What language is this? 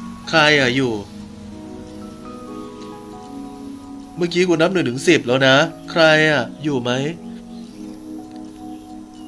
Thai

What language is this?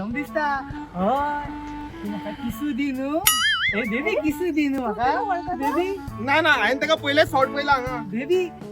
Konkani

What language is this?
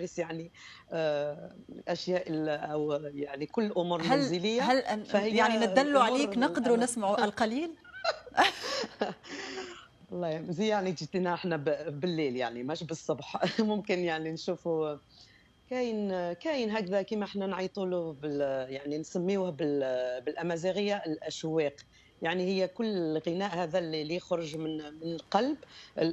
Algerian Arabic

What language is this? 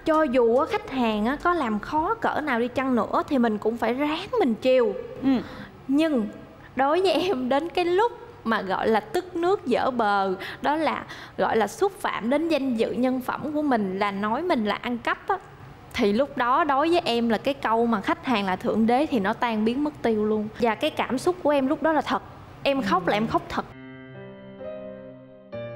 Vietnamese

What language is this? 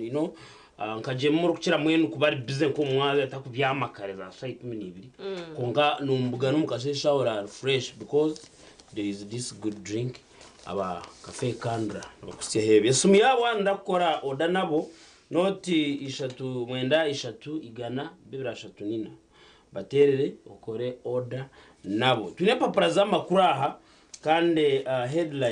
Nyankole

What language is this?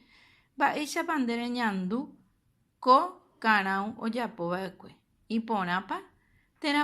Guarani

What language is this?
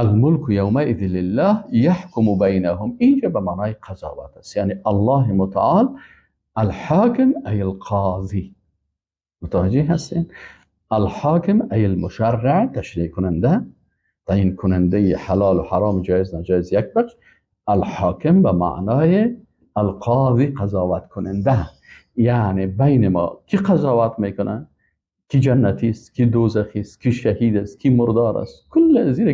Persian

